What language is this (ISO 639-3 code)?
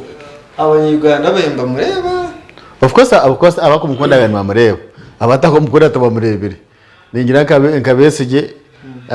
nyn